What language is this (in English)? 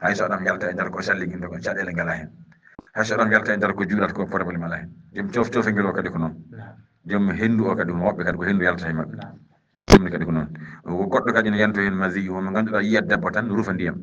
Fula